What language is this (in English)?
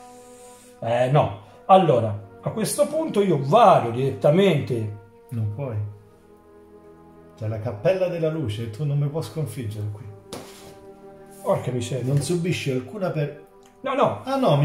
Italian